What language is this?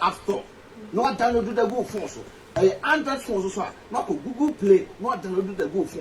Akan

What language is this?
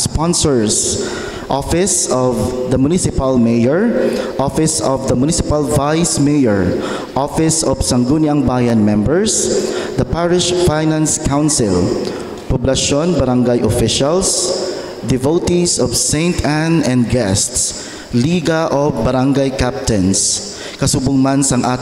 Hiligaynon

